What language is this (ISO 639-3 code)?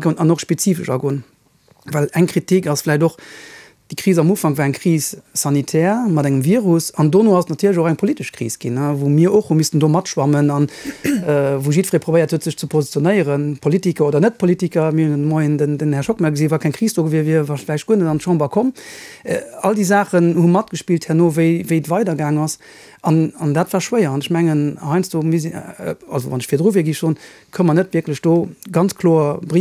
ltz